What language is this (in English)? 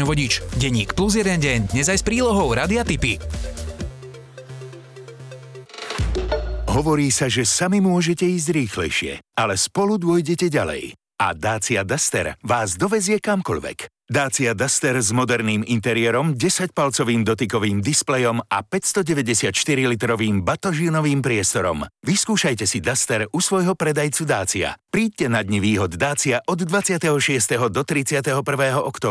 Slovak